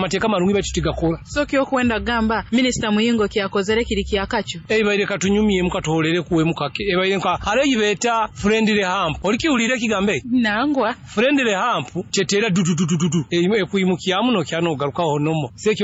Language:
Nyoro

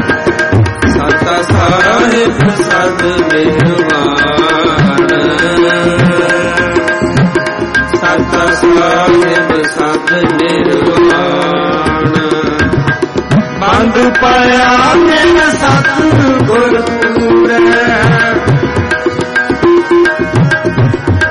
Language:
Punjabi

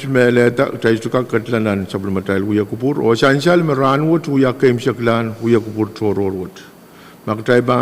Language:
Pohnpeian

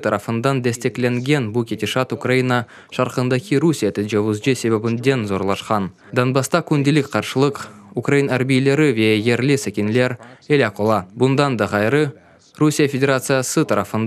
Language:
Crimean Tatar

